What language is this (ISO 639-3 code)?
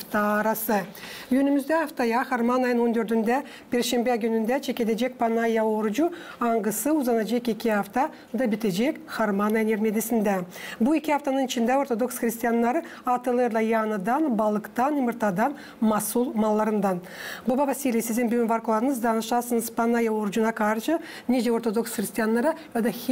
gag